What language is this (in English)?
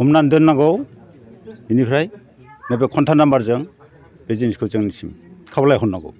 Bodo